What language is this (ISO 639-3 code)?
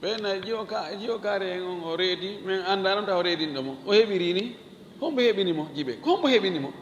ful